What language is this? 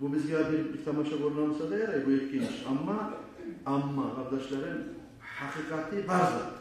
Kumyk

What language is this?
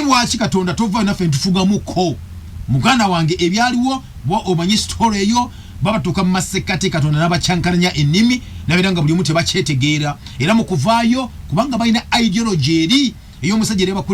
Ganda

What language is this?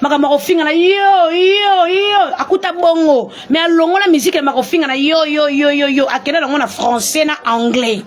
Lingala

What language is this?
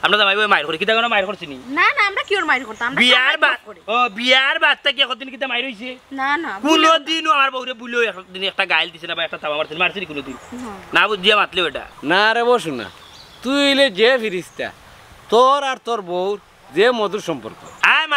Sylheti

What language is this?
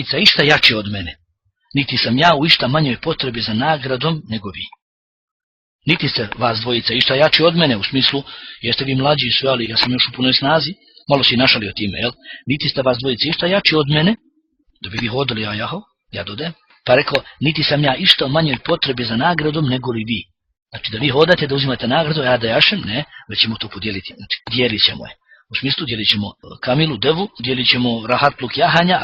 Bosnian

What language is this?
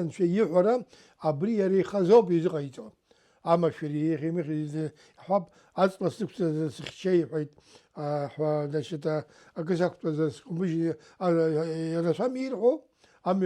Abkhazian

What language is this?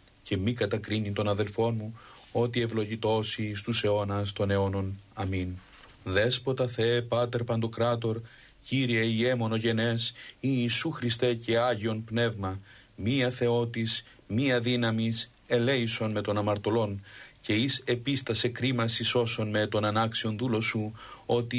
Greek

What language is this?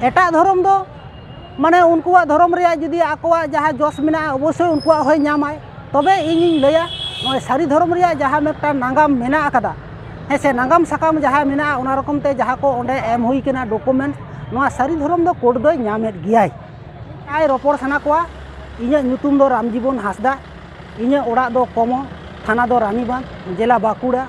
Santali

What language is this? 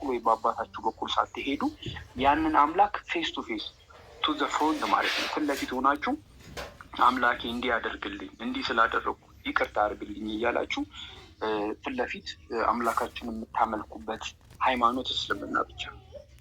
Amharic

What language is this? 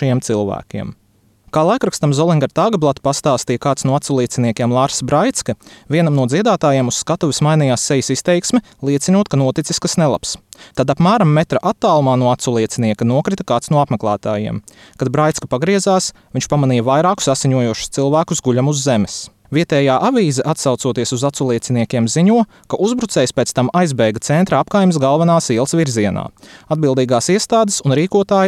Latvian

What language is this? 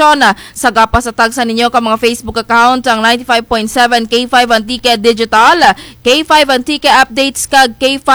Kinaray-a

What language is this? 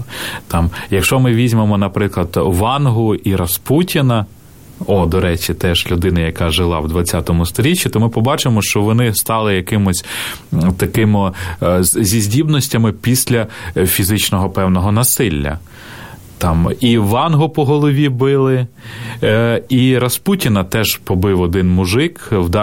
Ukrainian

